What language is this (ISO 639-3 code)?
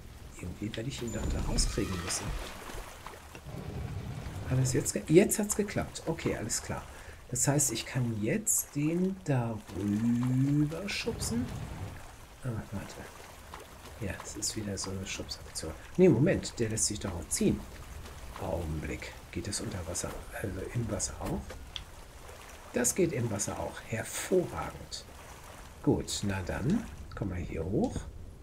deu